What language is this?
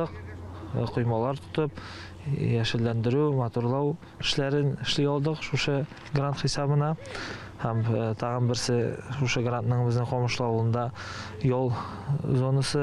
Tatar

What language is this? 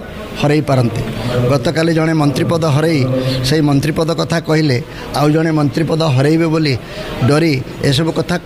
Odia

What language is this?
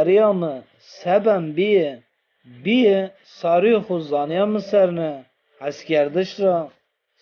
Zaza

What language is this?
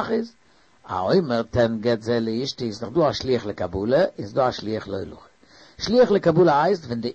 Yiddish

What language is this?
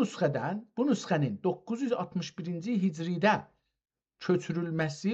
South Azerbaijani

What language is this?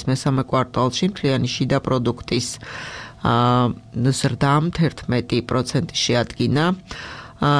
Georgian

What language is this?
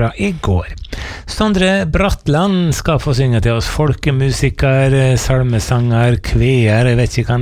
Norwegian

